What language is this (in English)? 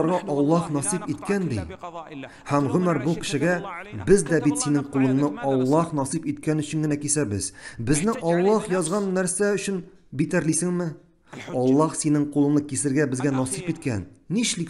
Tatar